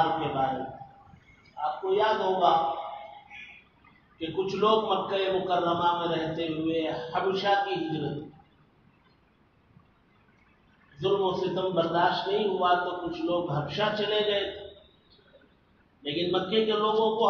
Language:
Urdu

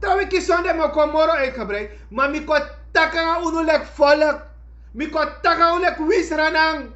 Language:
Sranan Tongo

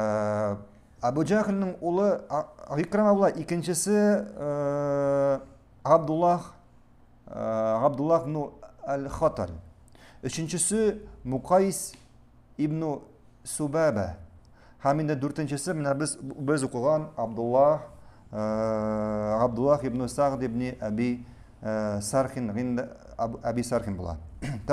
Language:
Tatar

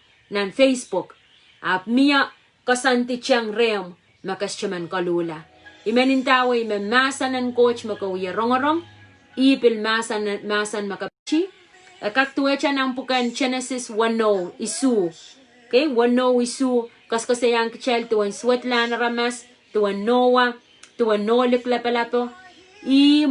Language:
Pohnpeian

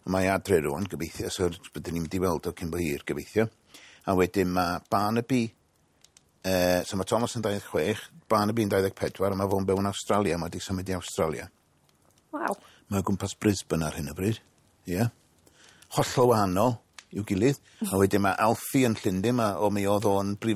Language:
Welsh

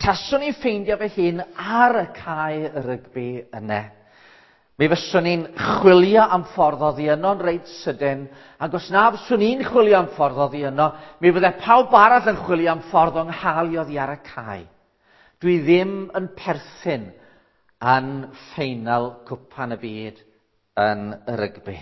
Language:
Welsh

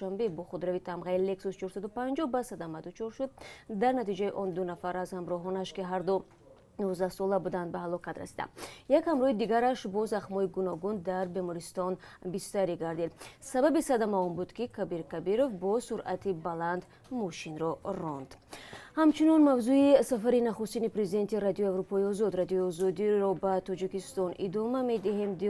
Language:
Tajik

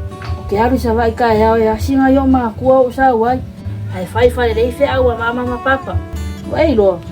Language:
Samoan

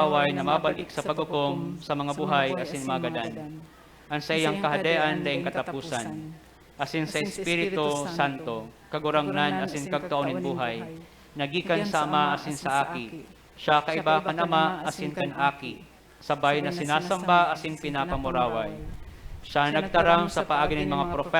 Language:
Bikol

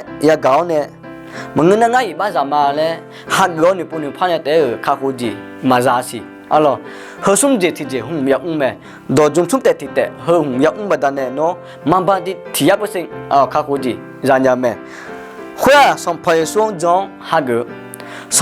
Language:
Akha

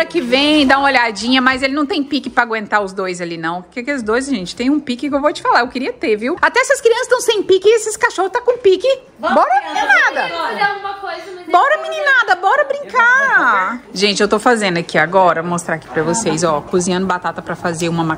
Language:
Portuguese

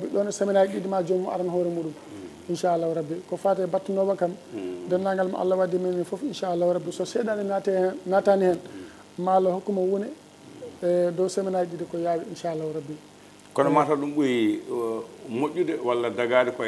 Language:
Fula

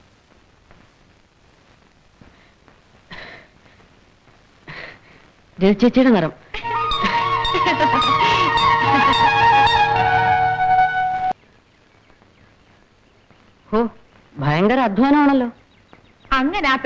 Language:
Malayalam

